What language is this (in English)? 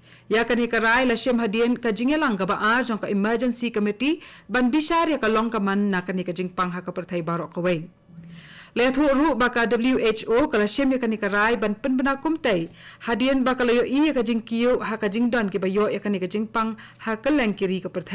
Khasi